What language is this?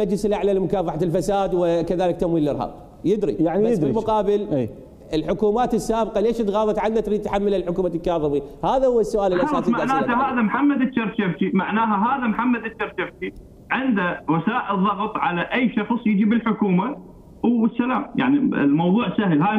Mesopotamian Arabic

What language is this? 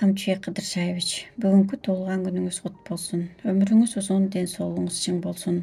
Kyrgyz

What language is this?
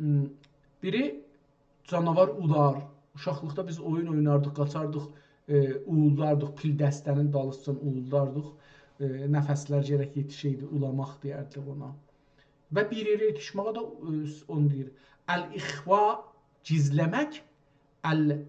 South Azerbaijani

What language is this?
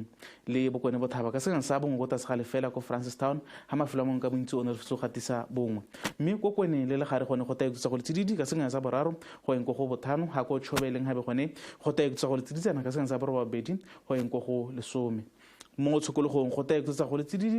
Tswana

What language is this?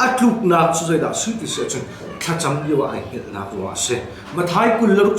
Hakha Chin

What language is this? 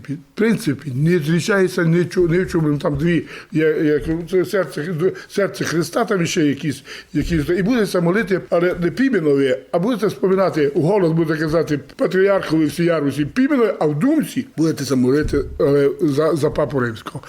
Rusyn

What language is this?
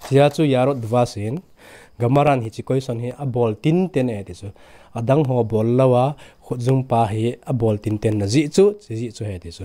Thado Chin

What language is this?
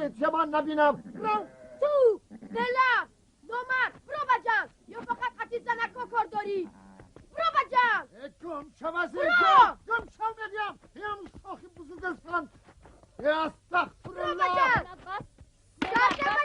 Tajik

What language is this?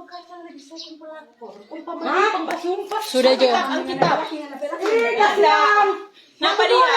Manado Malay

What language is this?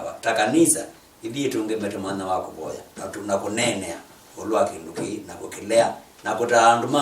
Kamba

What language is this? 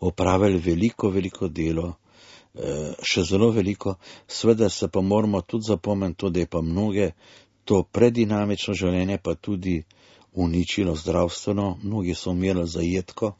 Slovenian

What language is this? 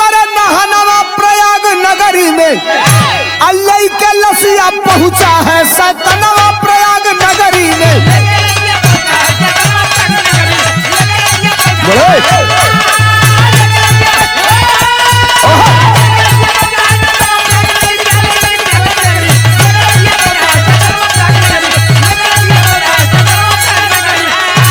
Bhojpuri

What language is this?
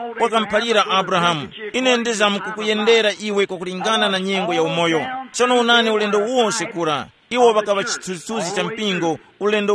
Tumbuka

